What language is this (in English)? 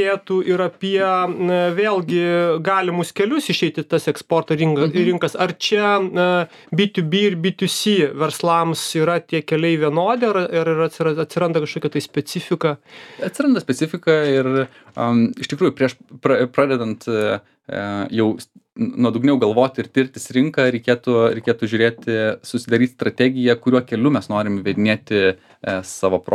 Lithuanian